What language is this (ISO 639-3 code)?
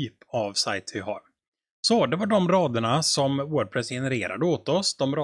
swe